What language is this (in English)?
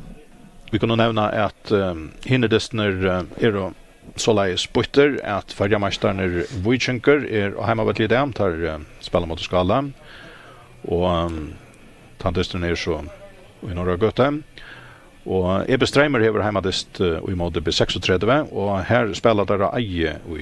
Faroese